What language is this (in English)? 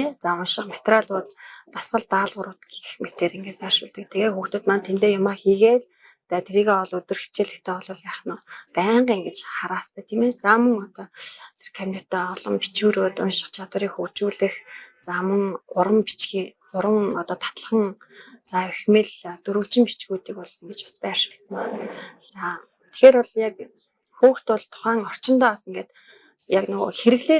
Mongolian